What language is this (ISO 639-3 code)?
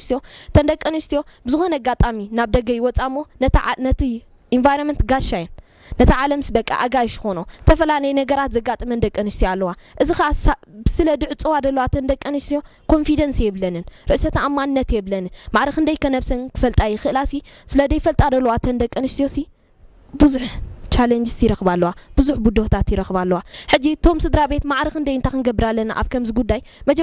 tir